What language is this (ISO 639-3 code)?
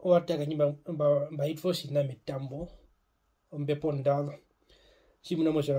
her